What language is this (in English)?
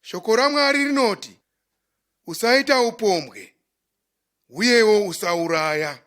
Shona